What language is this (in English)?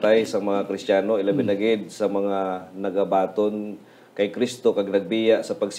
Hiligaynon